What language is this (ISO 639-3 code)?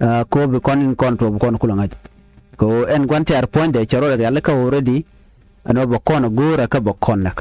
nus